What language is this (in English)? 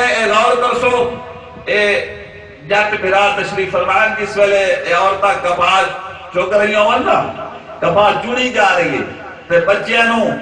Saraiki